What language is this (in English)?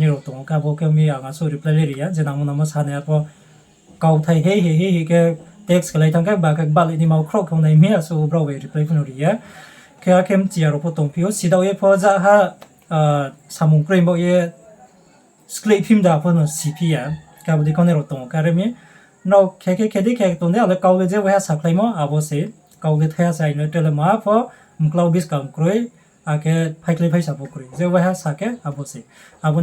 Riang (India)